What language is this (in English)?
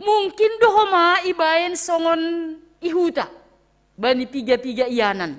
Batak Simalungun